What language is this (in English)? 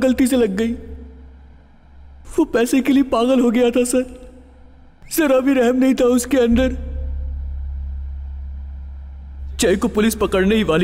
Hindi